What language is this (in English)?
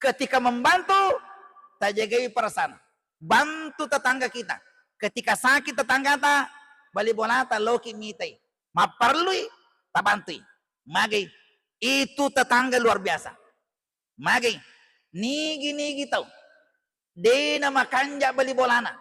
Buginese